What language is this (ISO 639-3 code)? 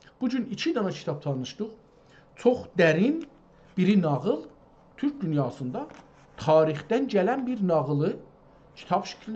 azb